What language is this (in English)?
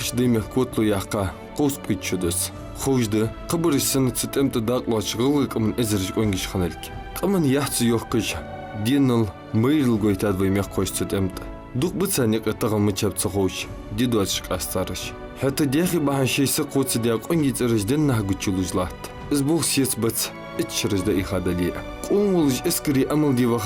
Ingush